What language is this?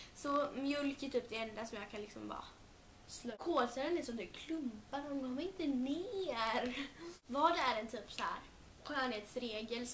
Swedish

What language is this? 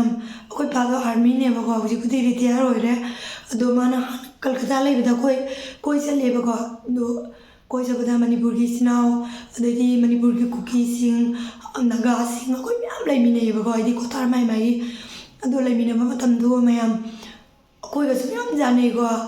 Manipuri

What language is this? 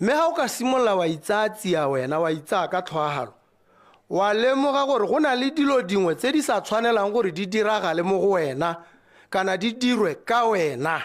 Tswana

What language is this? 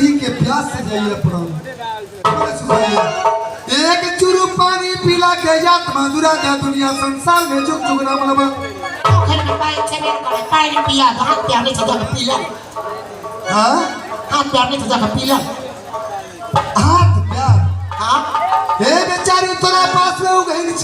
Maithili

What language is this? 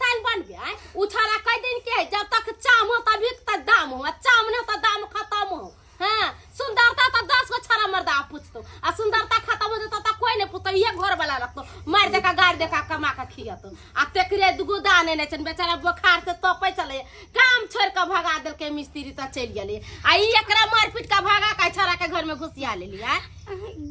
Maithili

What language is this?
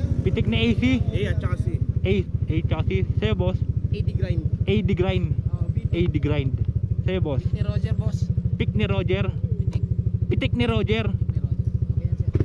Filipino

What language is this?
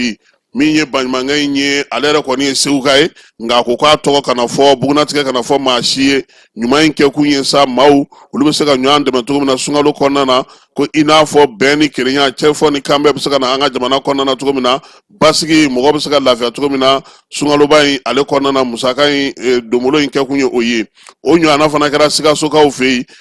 Bambara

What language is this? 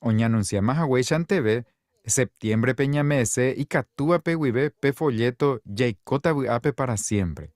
Guarani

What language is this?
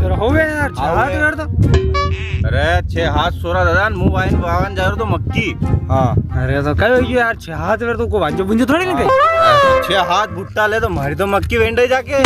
Rajasthani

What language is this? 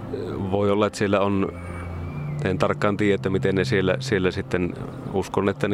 Finnish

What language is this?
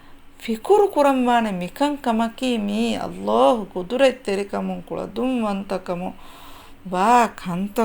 Divehi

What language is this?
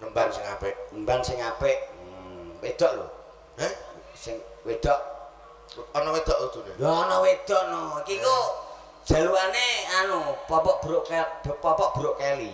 Javanese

